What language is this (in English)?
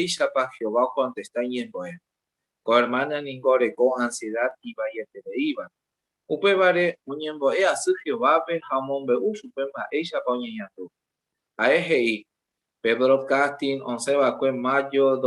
Guarani